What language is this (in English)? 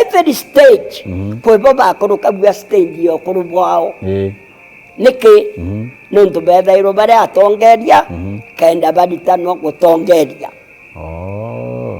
Meru